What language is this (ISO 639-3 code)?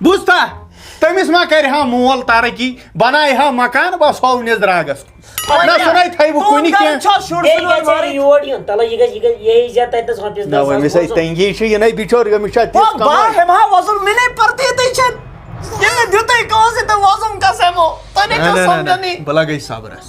kas